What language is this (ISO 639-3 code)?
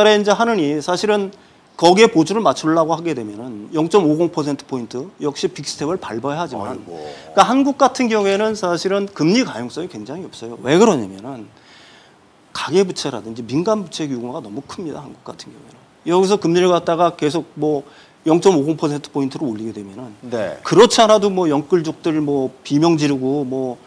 kor